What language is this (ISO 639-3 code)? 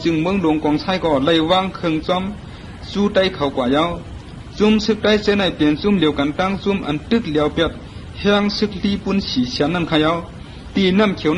shn